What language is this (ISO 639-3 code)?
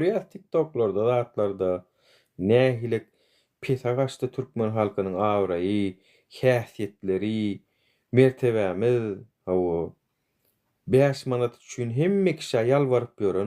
tuk